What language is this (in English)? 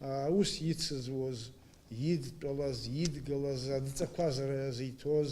Abkhazian